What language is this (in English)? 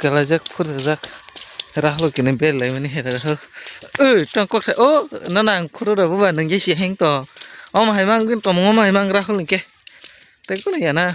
Kok Borok